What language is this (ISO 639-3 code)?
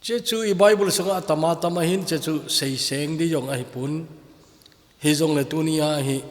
tcz